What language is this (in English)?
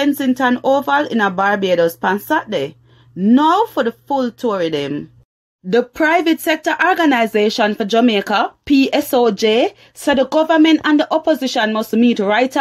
Jamaican Creole English